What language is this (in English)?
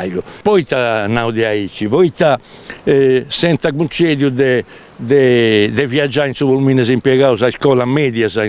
Sardinian